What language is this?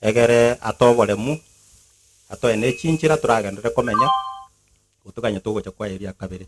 Gusii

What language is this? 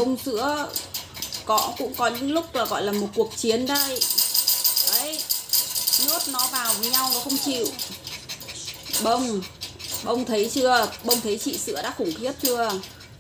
Vietnamese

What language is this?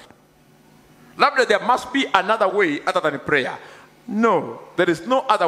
Swahili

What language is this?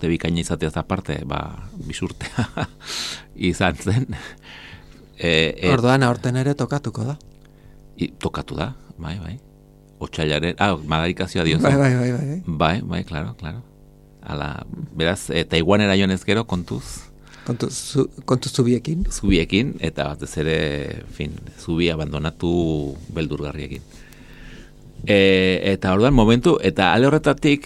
Basque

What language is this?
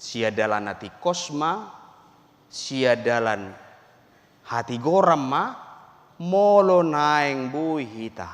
Batak Toba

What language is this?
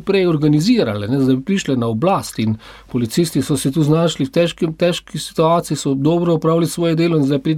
Slovenian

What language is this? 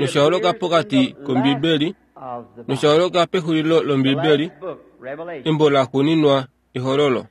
Kuanyama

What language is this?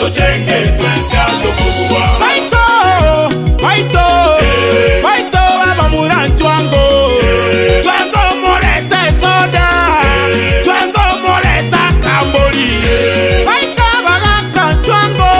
Gusii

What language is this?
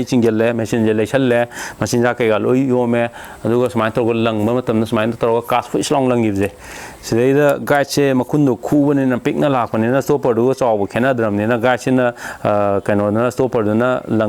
Manipuri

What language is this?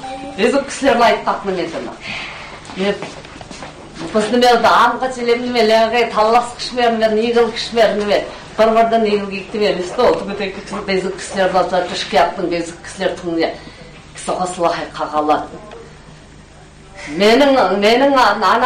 Kazakh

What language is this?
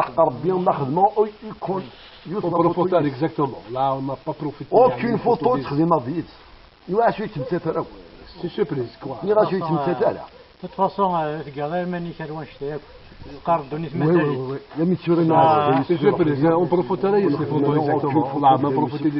Kabyle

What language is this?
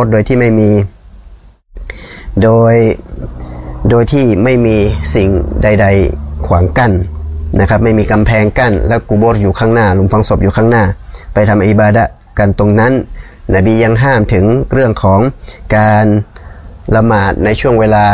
Thai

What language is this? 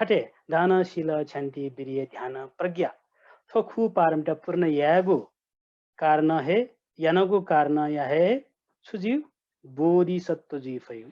Newari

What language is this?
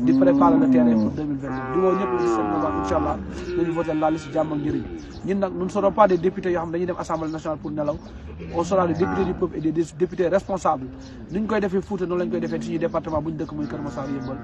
Wolof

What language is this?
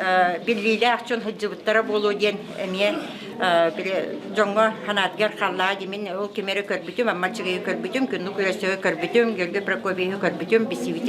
Yakut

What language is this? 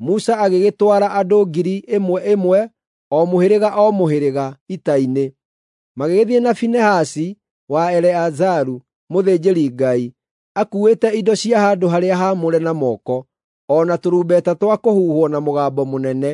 Kikuyu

